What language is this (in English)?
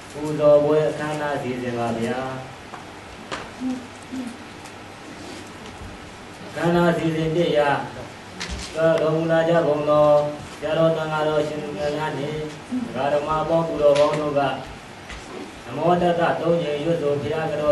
Burmese